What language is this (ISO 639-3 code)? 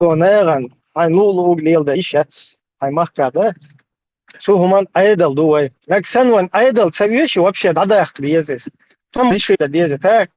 che